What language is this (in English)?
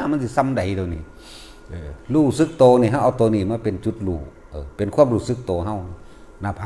Northeastern Thai